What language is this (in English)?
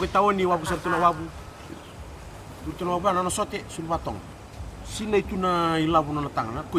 Fijian